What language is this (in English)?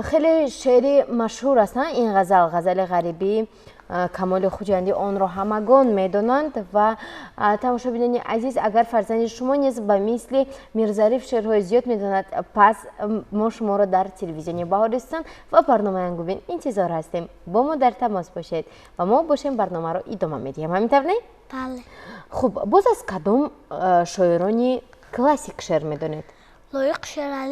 Tajik